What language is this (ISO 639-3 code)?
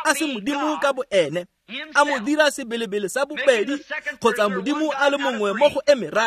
tsn